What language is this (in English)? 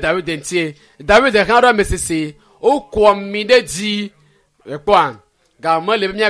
Ewe